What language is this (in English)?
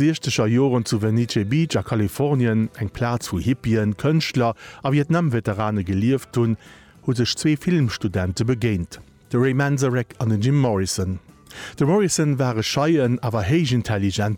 Luxembourgish